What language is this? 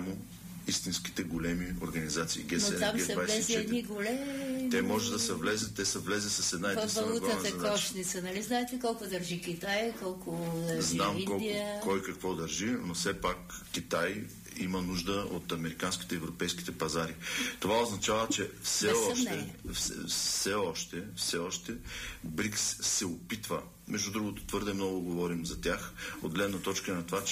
Bulgarian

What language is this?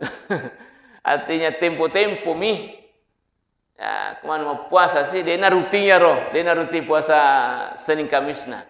Buginese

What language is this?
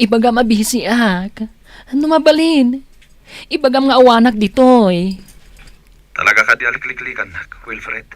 Iloko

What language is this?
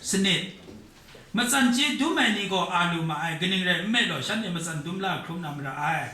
Kachin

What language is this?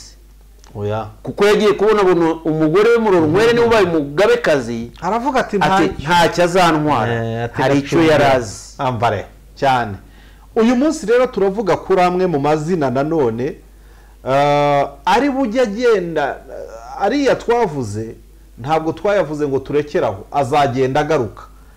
Kinyarwanda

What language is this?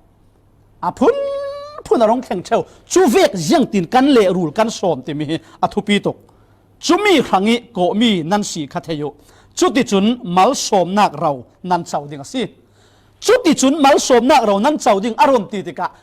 Falam Chin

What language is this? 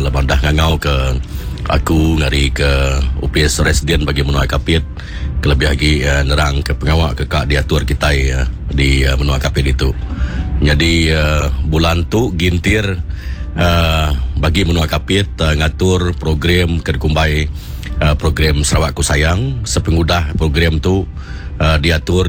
Iban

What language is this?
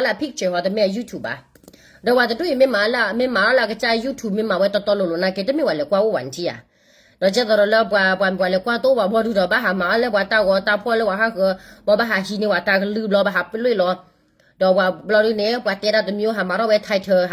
S'gaw Karen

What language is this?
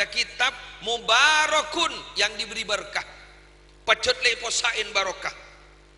Madurese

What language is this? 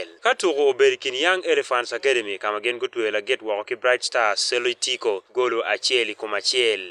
Acoli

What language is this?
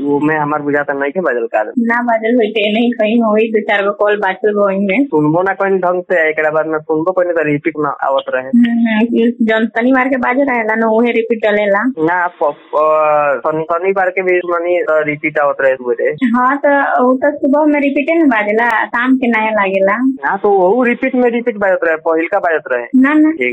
Bhojpuri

